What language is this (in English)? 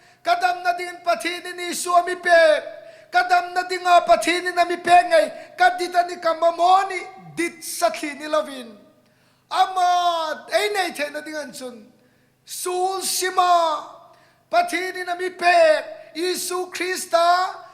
Hmar